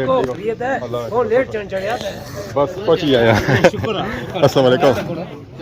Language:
Pahari-Potwari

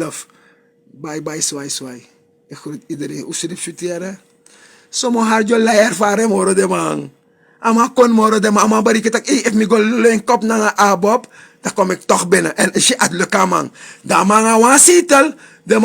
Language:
Sranan Tongo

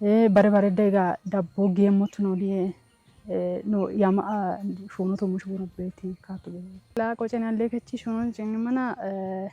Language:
Kafa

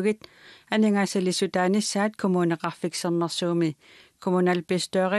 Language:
Kalaallisut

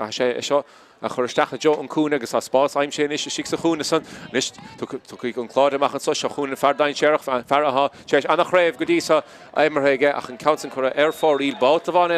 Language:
Irish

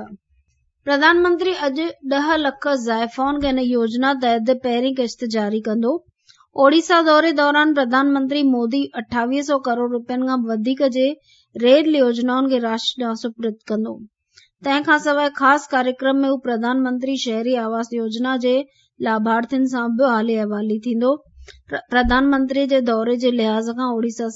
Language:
Sindhi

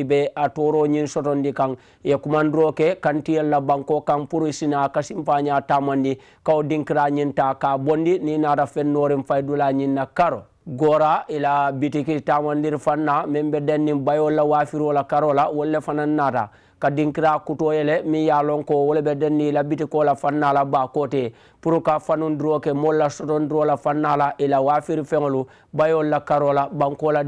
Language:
Mandingo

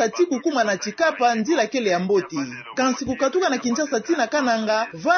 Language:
Kituba (Democratic Republic of Congo)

